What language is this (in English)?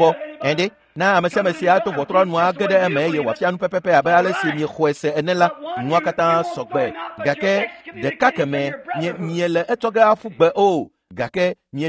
Ewe